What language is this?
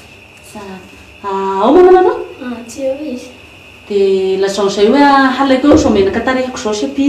Malagasy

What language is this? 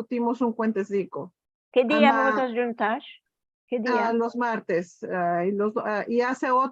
Ladino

